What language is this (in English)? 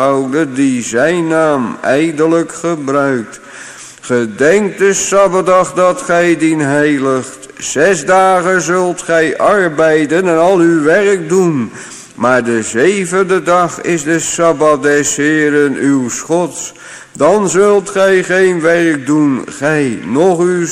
Dutch